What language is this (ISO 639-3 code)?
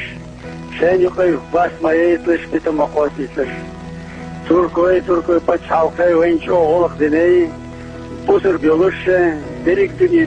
che